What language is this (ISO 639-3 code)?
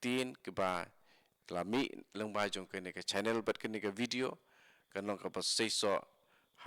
kha